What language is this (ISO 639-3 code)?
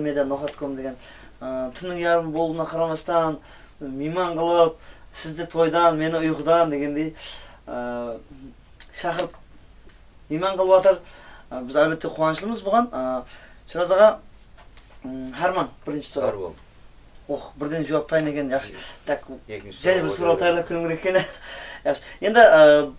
kaa